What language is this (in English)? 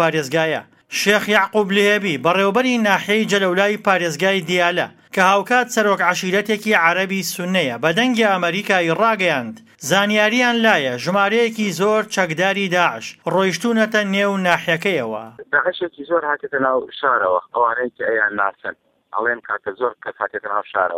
Central Kurdish